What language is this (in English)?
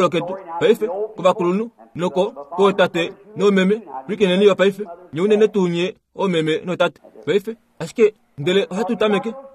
Kuanyama